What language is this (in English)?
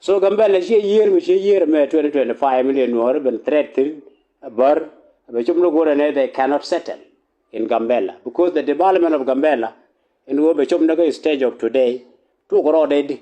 Nuer